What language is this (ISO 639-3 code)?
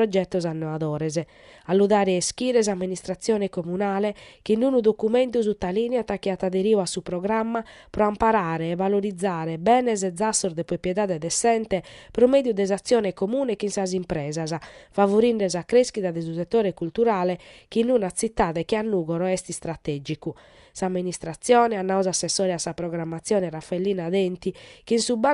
srd